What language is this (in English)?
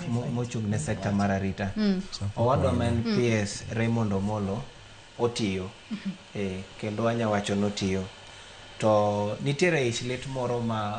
Luo (Kenya and Tanzania)